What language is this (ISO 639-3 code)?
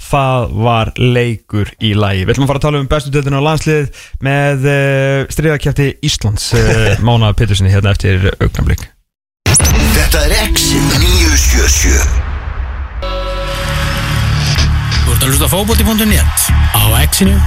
isl